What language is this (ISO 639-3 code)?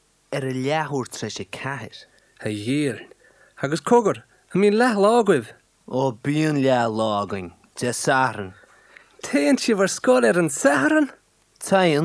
gle